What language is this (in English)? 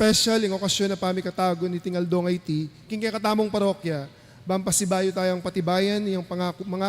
Pampanga